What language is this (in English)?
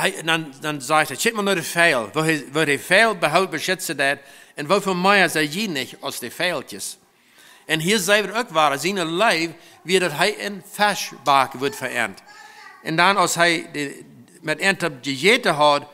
Plautdietsch